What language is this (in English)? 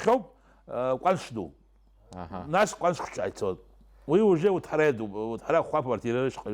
Abkhazian